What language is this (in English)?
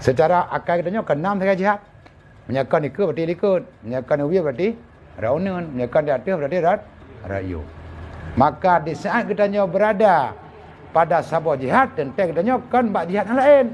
Achinese